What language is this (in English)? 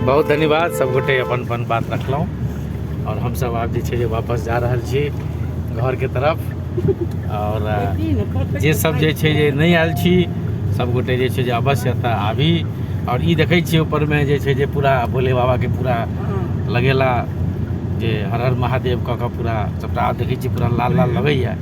Maithili